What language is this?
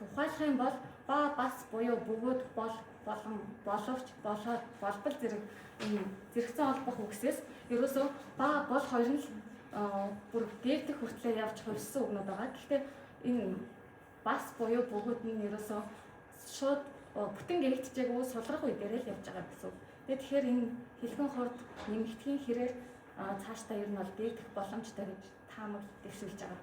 Mongolian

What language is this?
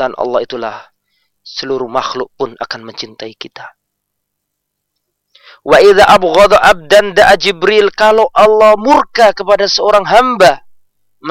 Indonesian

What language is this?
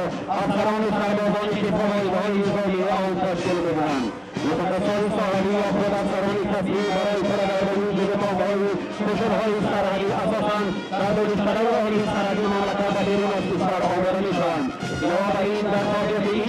Tajik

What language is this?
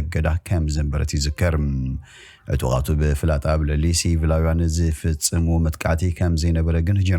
Tigrinya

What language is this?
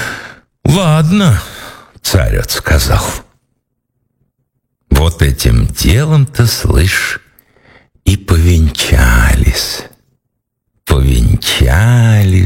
Russian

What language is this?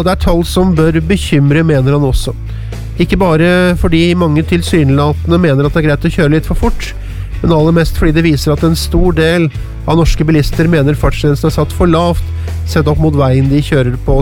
Norwegian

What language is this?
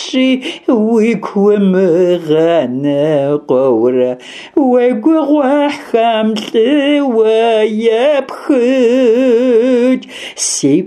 Kabardian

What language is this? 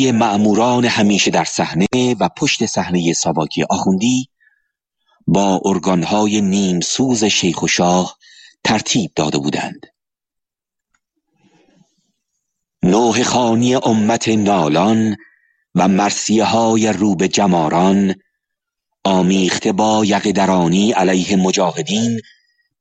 Persian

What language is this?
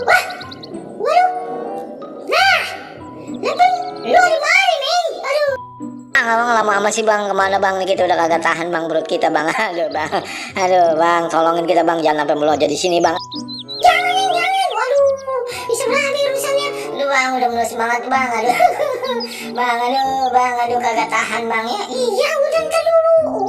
Betawi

